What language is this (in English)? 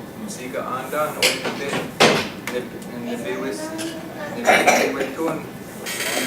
Chippewa